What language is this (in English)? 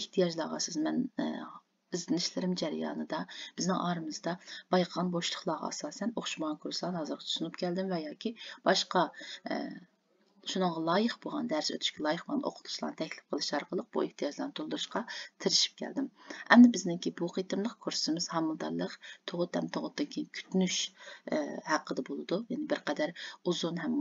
Uyghur